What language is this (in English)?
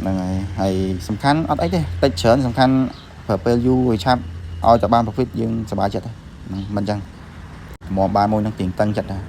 Khmer